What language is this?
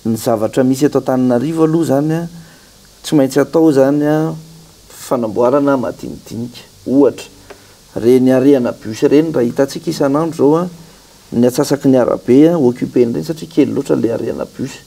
Malagasy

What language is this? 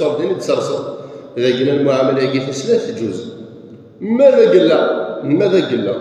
Kabyle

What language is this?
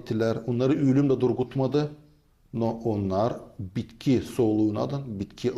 Gagauz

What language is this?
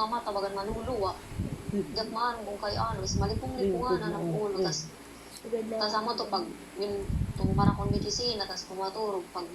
Waray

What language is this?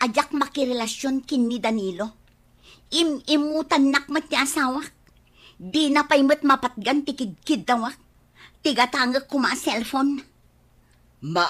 Iloko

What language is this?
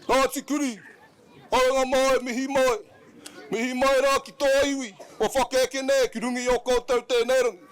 Māori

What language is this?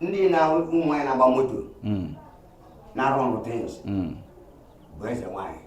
Igbo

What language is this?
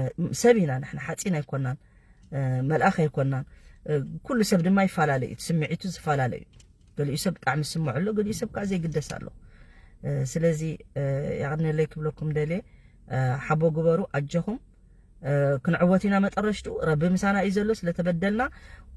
Tigrinya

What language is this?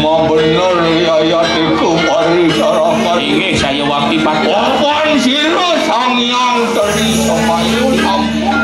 Balinese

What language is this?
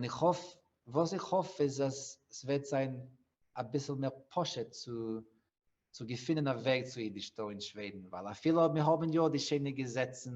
Yiddish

